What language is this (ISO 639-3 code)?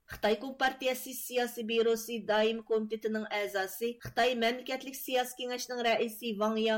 uig